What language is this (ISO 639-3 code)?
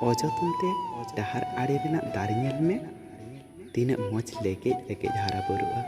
sat